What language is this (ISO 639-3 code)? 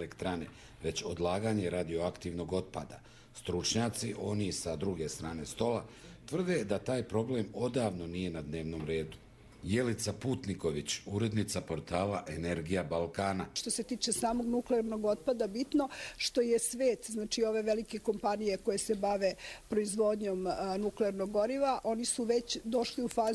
hrv